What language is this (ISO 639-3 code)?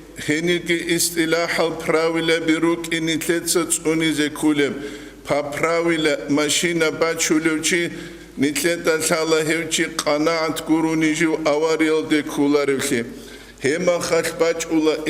ava